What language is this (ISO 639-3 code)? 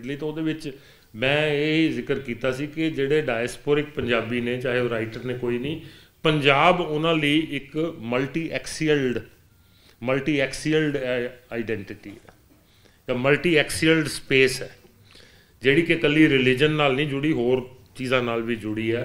pan